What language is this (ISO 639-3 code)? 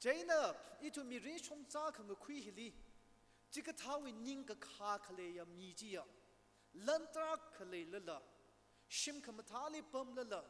nmf